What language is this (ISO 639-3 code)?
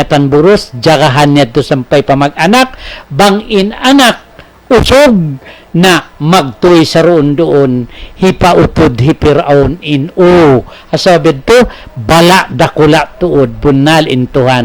tsg